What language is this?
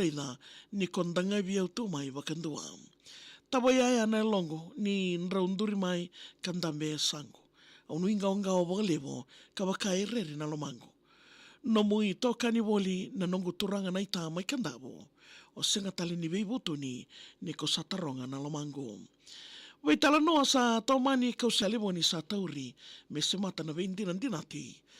Fijian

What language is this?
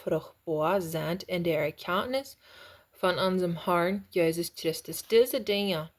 Plautdietsch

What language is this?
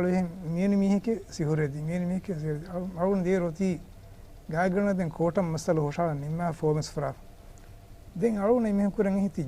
Divehi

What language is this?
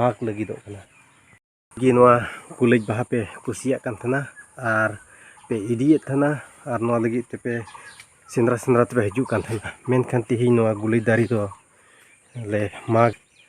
Santali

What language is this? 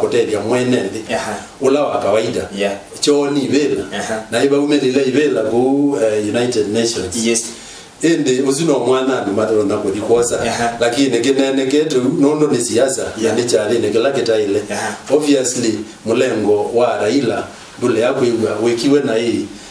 Kamba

